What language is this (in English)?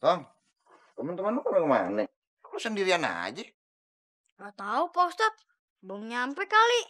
Betawi